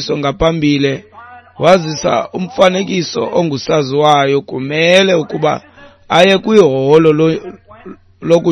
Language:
Xhosa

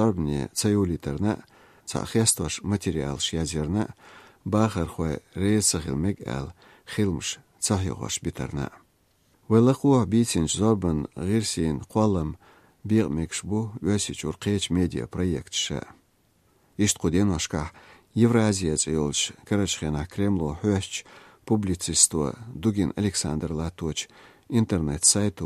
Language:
Chechen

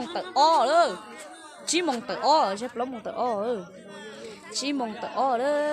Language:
Hmong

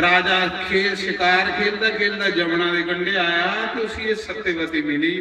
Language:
Dogri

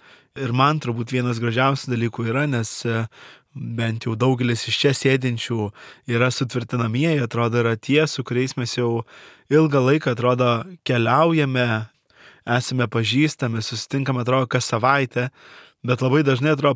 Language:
Lithuanian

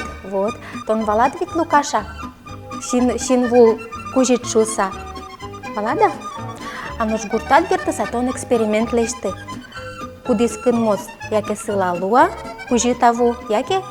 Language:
Udmurt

